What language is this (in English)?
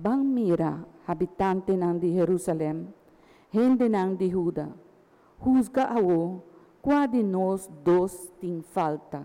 Papiamento